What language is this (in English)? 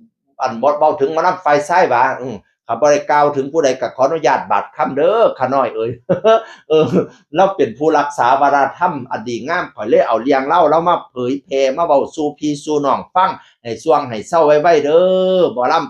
Northeastern Thai